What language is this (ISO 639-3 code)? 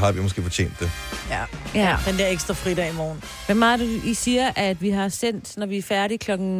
dan